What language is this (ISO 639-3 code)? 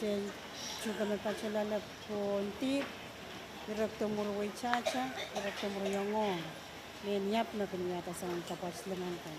pon